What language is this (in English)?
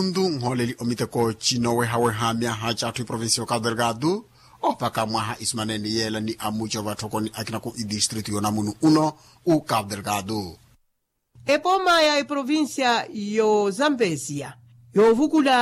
Makhuwa